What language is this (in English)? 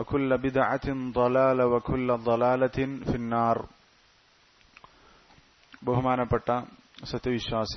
Malayalam